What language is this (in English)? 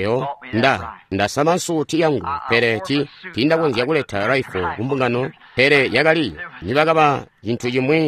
Tonga (Zambia)